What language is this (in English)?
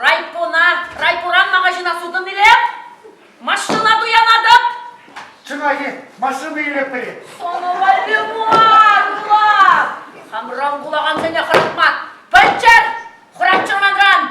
Chuvash